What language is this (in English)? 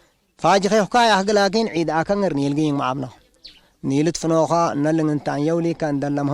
Tigre